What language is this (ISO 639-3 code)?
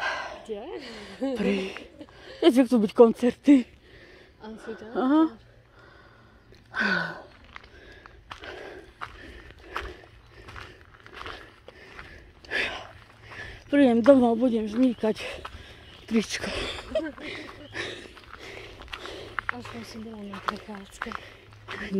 slk